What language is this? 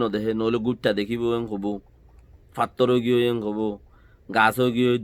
Rohingya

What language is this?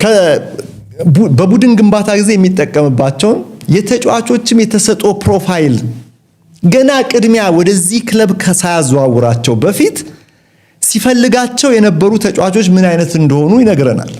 Amharic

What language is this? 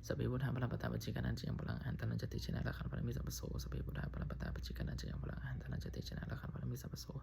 Pali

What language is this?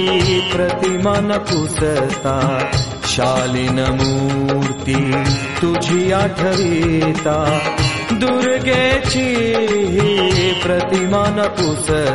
Marathi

